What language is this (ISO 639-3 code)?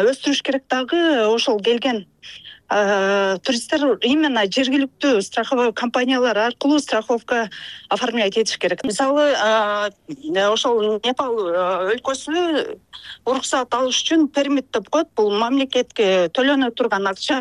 kir